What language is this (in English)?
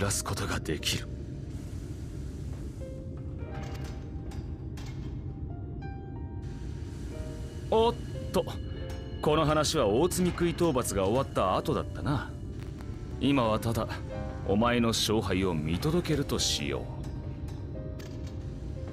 Japanese